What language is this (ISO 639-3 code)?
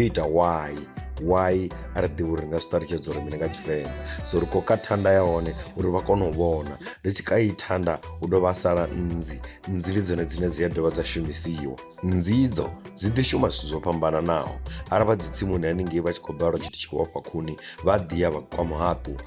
ven